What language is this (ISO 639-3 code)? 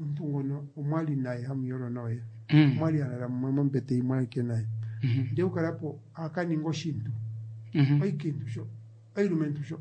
kua